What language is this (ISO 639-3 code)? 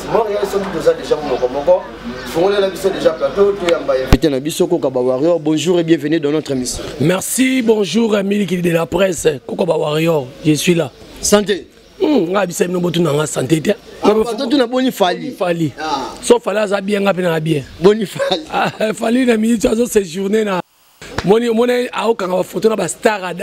lin